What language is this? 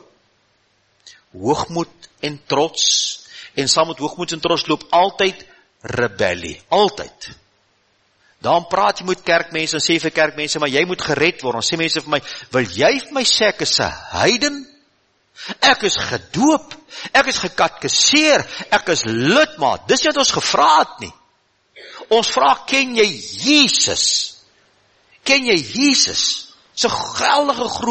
Afrikaans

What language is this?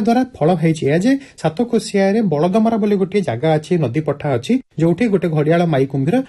Odia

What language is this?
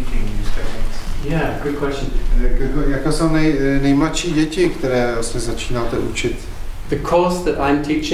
Czech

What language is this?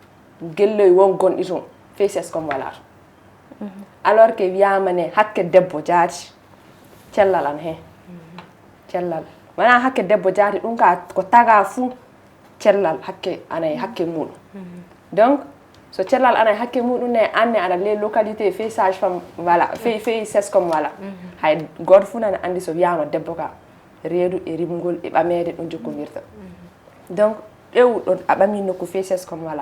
Fula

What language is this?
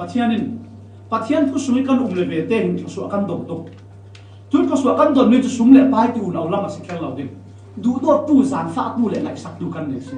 Falam Chin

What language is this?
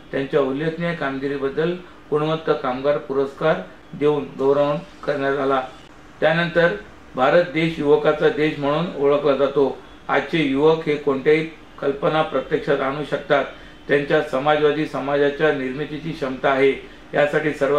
Marathi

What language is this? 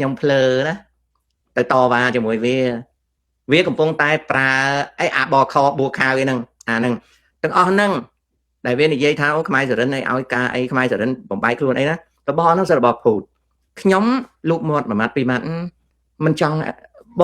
Khmer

